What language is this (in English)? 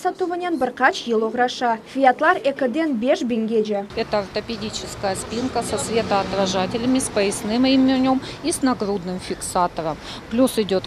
Crimean Tatar